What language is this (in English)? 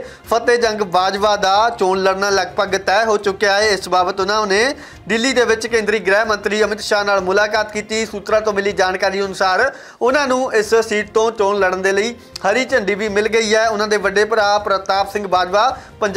Punjabi